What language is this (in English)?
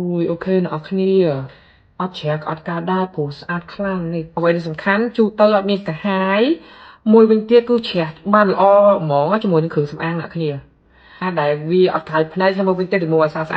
Khmer